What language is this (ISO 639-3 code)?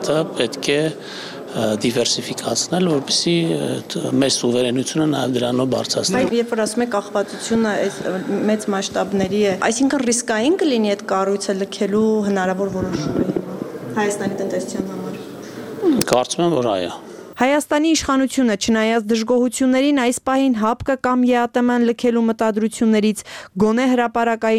hye